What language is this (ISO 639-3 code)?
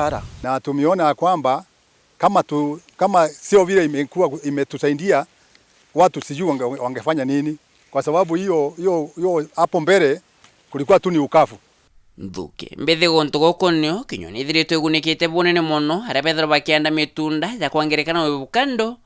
mer